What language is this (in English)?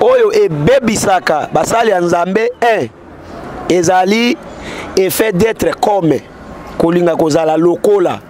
Lingala